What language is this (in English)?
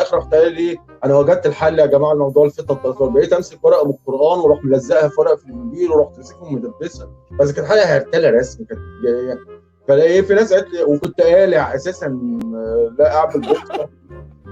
Egyptian Arabic